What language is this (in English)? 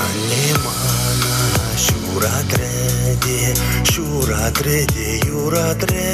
Chuvash